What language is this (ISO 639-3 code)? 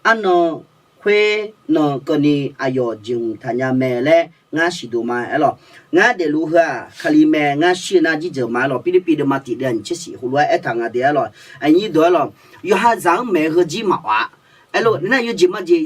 ahk